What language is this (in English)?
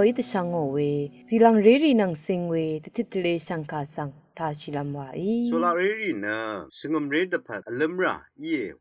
Rawang